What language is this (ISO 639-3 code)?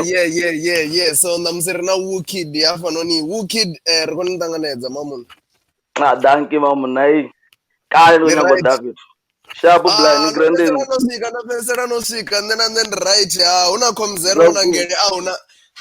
ven